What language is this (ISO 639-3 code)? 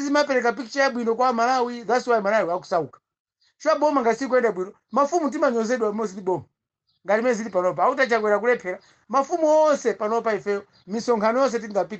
nya